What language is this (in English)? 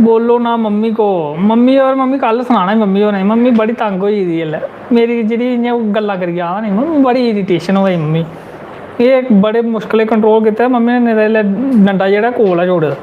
Dogri